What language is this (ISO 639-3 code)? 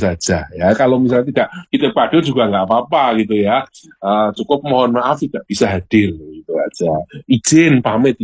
ind